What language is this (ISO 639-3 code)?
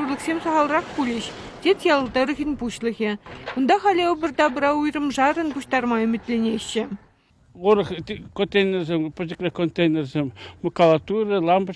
chv